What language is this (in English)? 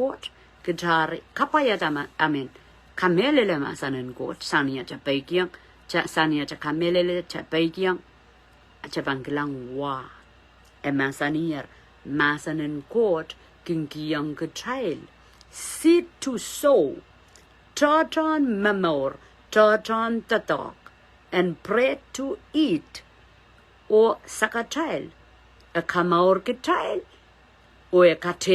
Pohnpeian